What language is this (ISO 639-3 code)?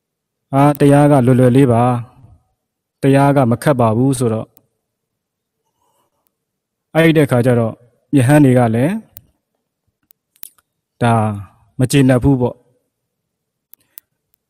mya